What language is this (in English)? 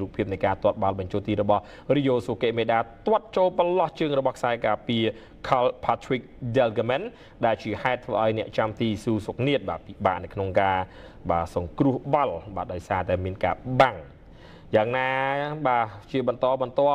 Khmer